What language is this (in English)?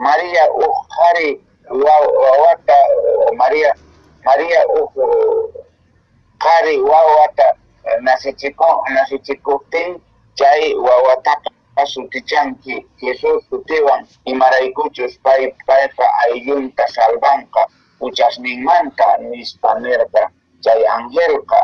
Quechua